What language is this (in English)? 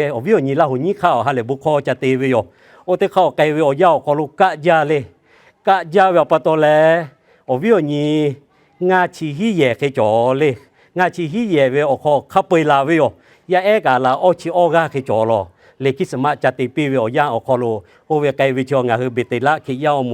Lahu